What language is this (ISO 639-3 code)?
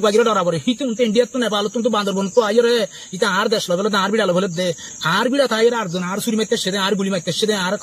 rhg